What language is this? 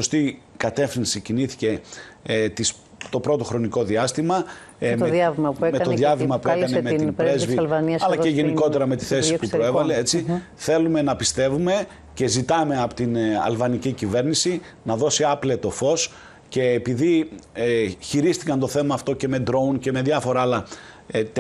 Greek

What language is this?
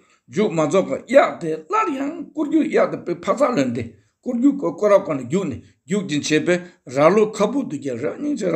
Tibetan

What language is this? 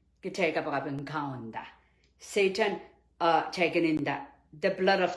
Pohnpeian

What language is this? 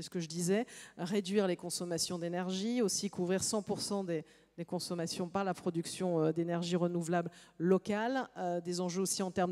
French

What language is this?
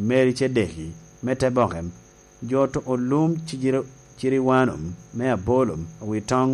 Lango (Uganda)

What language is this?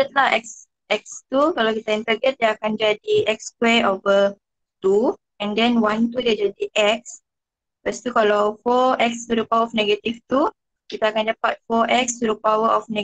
Malay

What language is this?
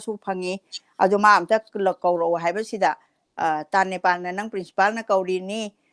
Manipuri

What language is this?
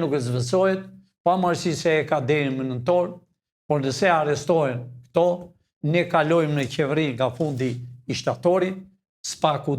Albanian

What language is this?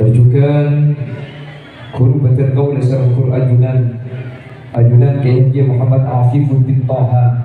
Madurese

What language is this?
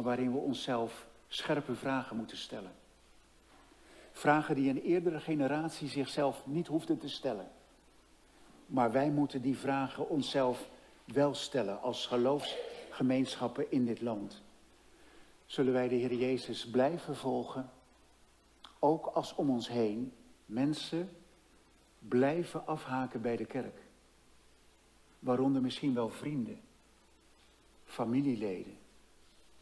Dutch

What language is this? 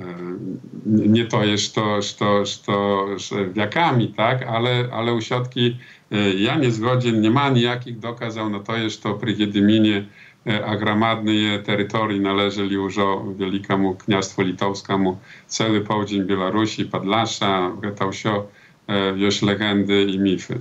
Belarusian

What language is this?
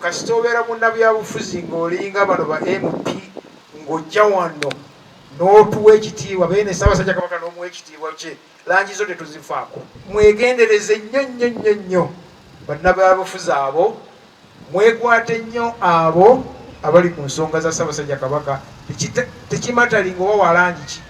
Ganda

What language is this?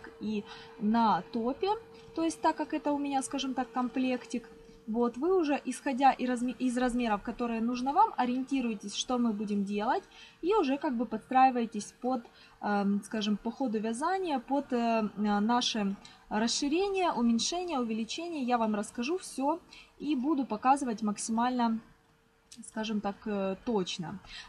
Russian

